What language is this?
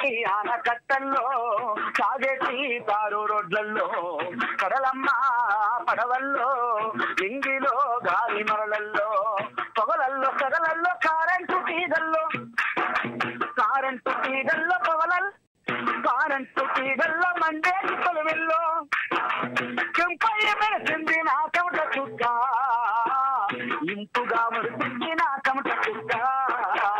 Telugu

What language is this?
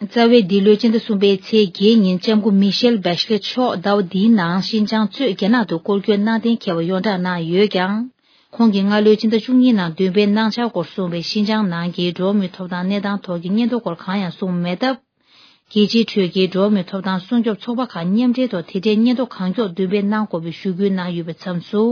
Tibetan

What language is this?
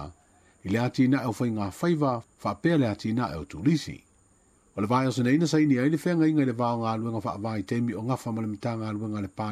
Samoan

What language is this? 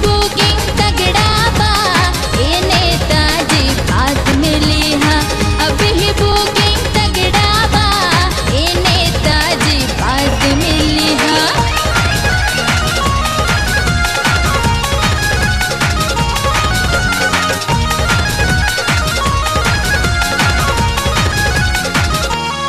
Bhojpuri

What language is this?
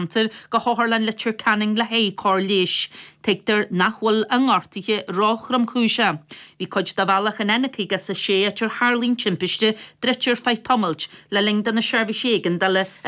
Irish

